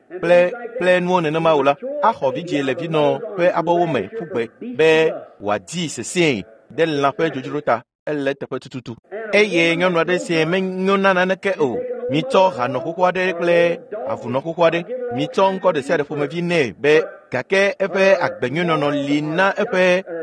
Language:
Ewe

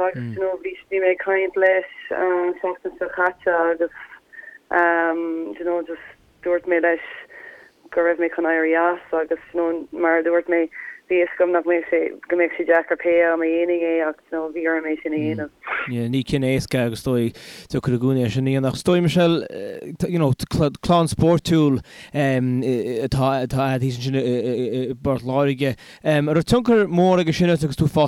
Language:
Irish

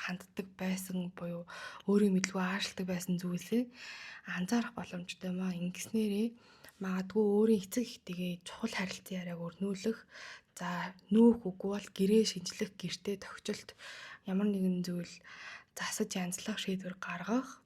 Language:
Mongolian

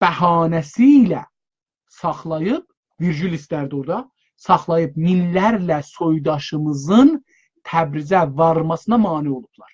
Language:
South Azerbaijani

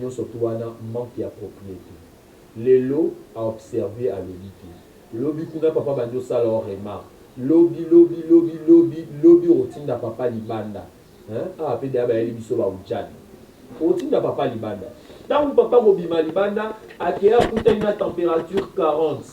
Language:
Lingala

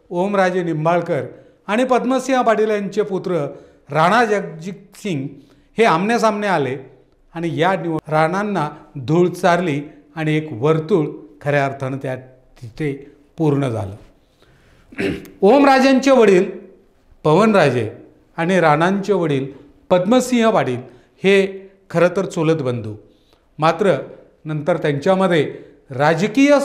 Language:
Marathi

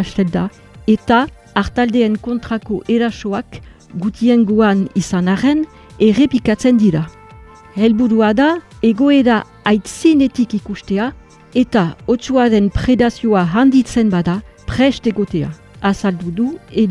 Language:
Basque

